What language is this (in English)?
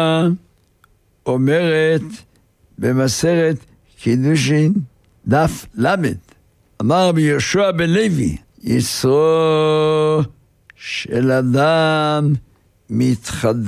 Hebrew